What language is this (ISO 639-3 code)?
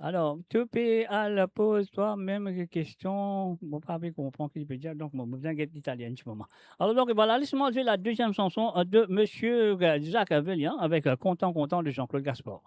mfe